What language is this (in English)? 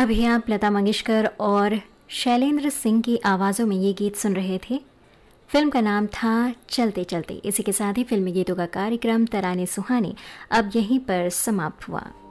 Hindi